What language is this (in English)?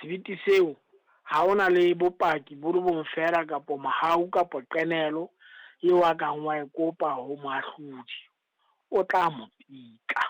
Southern Sotho